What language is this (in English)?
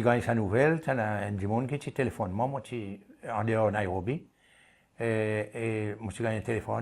Seselwa Creole French